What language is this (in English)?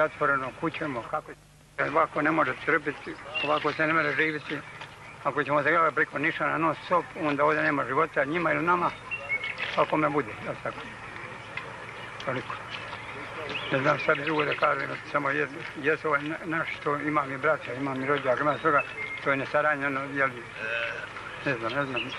Croatian